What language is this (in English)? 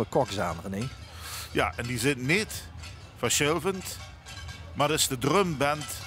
Limburgish